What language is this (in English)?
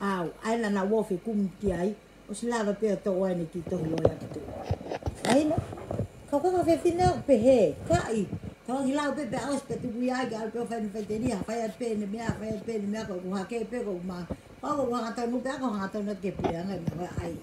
Tongan